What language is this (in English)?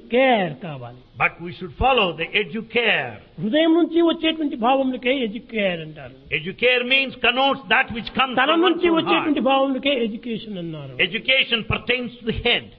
Telugu